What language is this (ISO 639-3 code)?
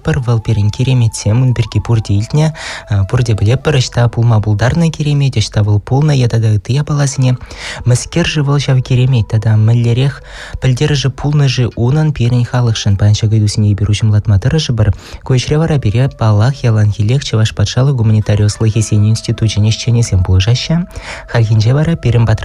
chv